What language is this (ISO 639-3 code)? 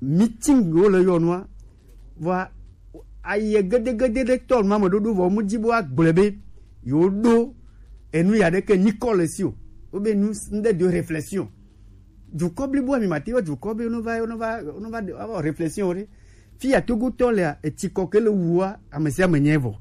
gej